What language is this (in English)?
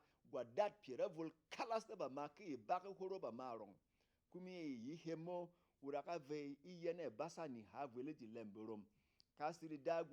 Berom